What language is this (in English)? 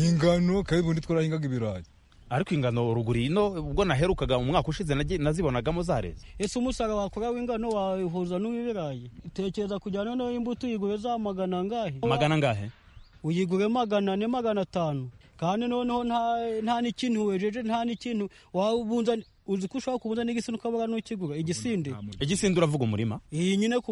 Kinyarwanda